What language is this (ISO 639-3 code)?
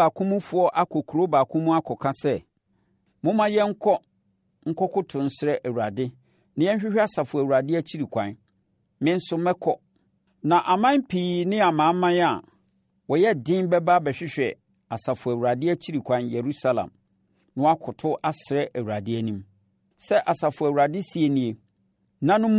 aka